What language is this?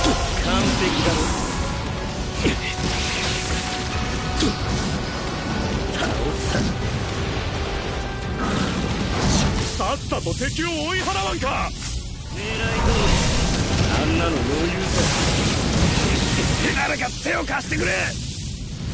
Japanese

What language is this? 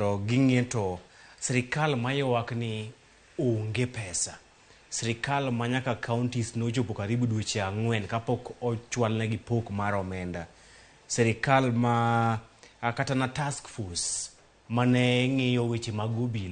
Luo (Kenya and Tanzania)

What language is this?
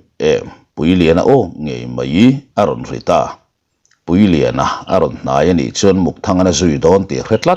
Mizo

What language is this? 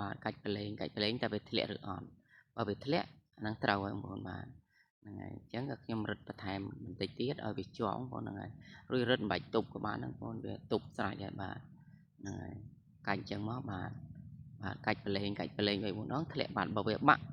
Khmer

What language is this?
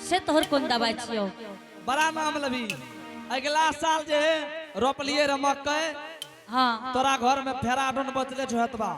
Angika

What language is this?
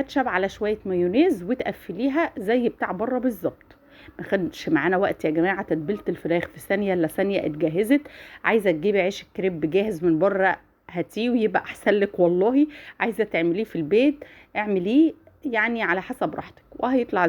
Egyptian Arabic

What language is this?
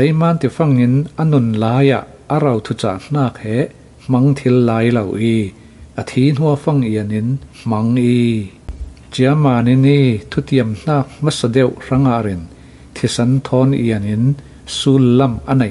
Falam Chin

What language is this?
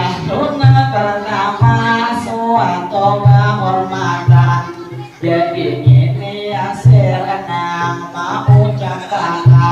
Banjar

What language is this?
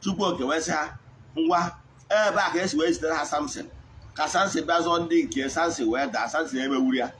Igbo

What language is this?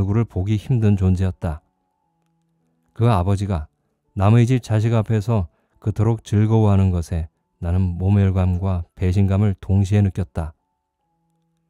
Korean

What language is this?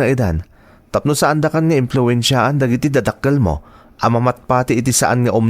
Iloko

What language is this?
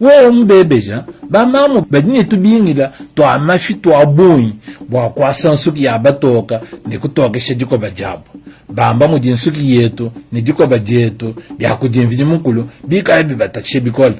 Luba-Lulua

